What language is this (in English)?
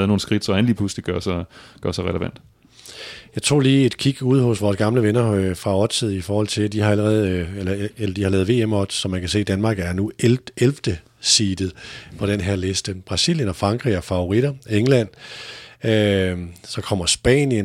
Danish